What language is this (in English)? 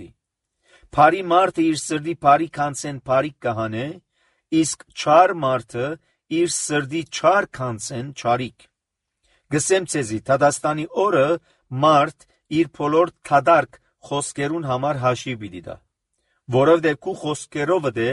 Armenian